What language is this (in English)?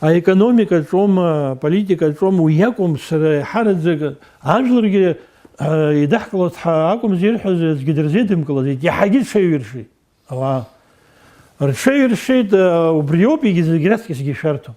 Abkhazian